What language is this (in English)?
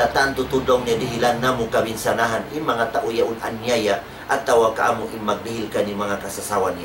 Tausug